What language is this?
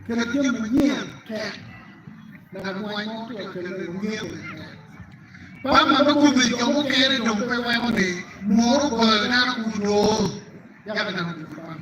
Acoli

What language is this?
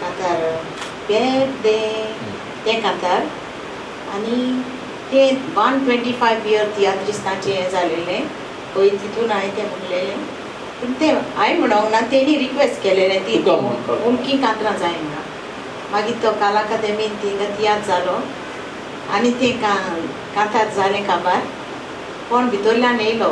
Konkani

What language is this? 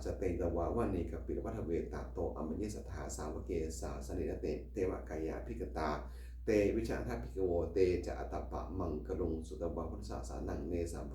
Pali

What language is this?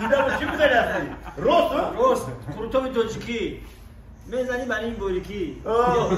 Tajik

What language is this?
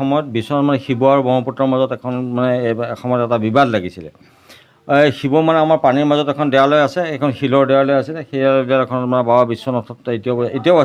Assamese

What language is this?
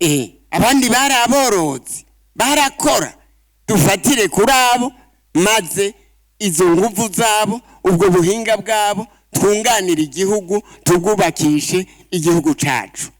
Rundi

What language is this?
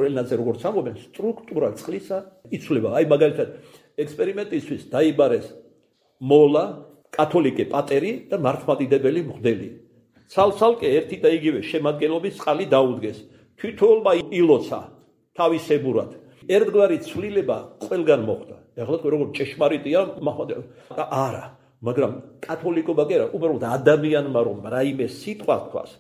Georgian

